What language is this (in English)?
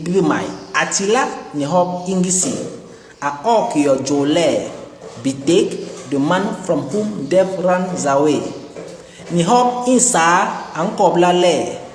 Basaa